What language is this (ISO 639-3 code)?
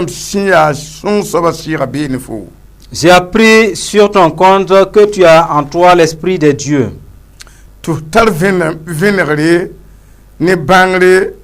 mos